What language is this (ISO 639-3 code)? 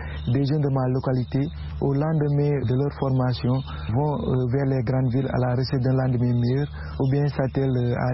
fra